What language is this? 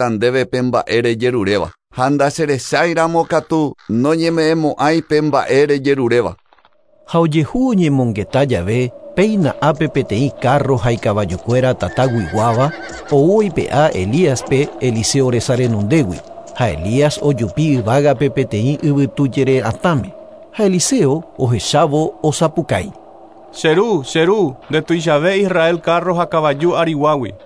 Guarani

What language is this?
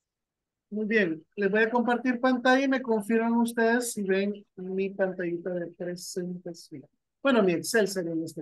Spanish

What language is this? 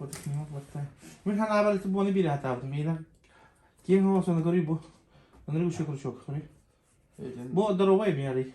Yakut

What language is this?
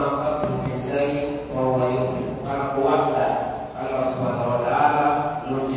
Pular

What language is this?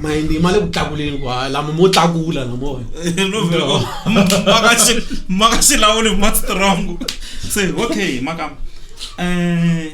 Tsonga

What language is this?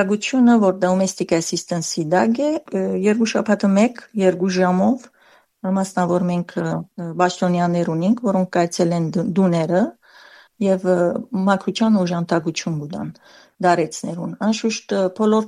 Armenian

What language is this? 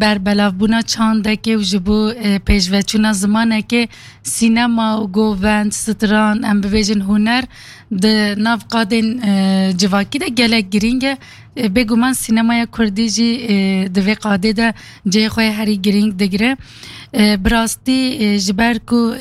Kurdish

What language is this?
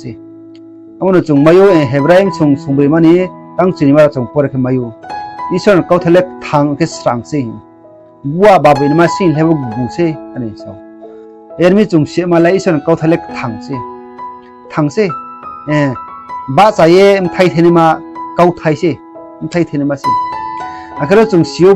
Riang (India)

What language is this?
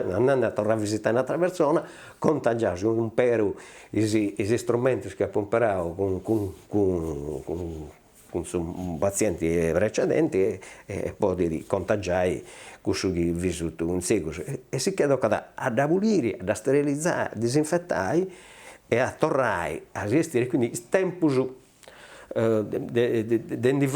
Sardinian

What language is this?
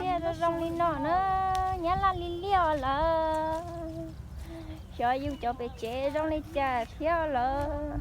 Hmong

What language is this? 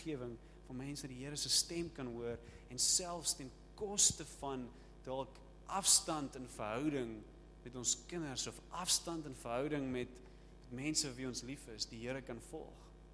Afrikaans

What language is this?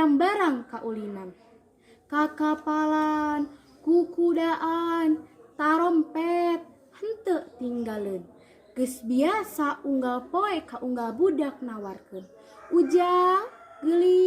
Sundanese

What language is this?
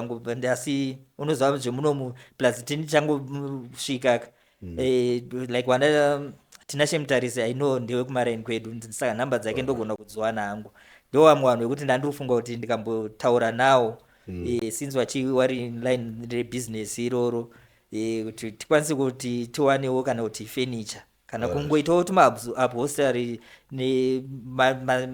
Shona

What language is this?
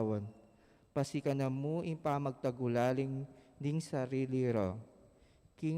Pampanga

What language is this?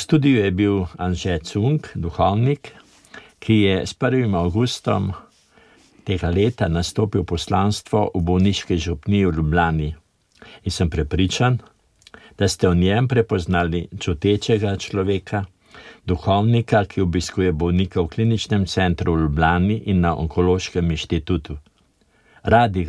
Slovenian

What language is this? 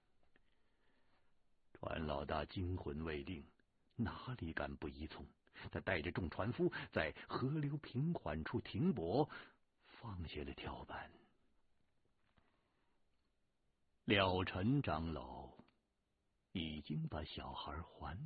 Chinese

